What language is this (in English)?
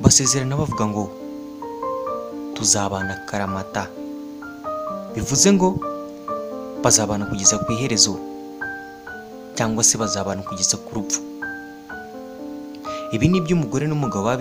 Kinyarwanda